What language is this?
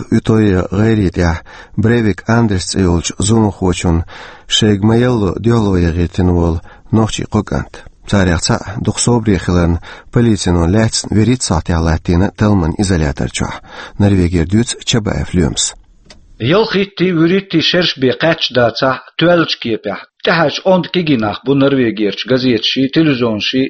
Chechen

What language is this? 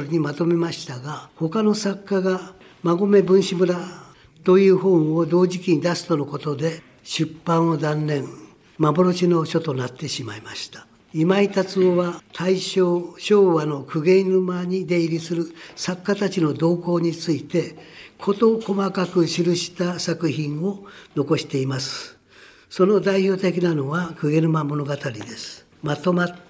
Japanese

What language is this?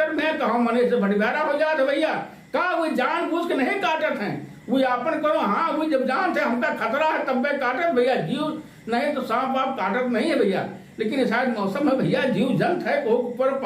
Awadhi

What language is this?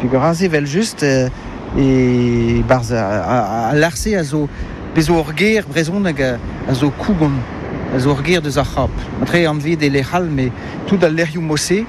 Breton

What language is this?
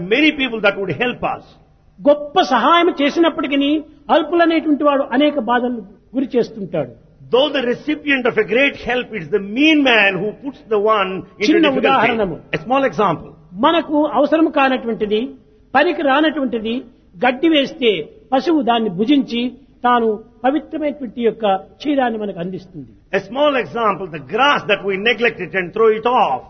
Telugu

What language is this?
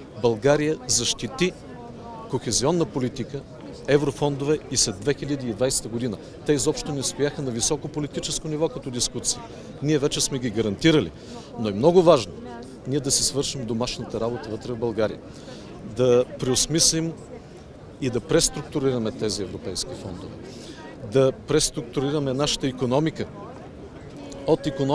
Bulgarian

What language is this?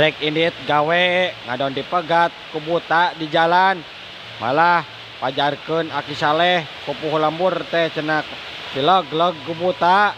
Sundanese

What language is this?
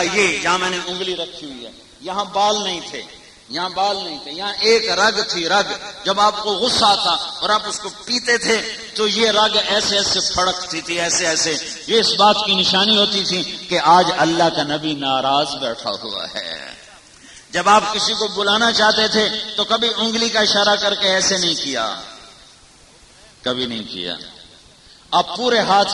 Urdu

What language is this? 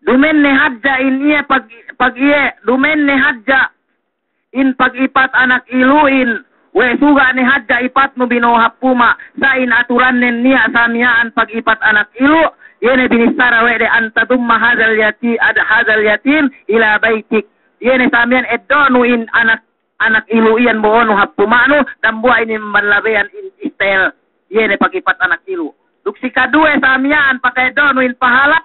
Yakan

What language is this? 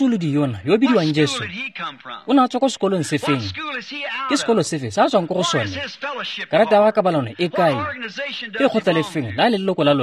Tswana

